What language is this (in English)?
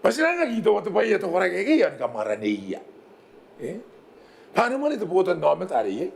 Gilbertese